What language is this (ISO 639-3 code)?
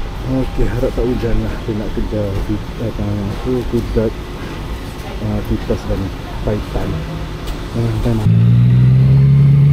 msa